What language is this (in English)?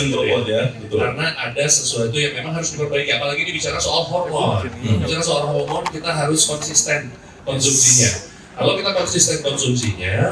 Indonesian